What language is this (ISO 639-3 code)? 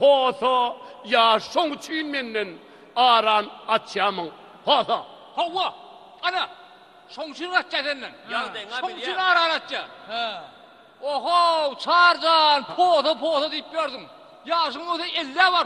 tuk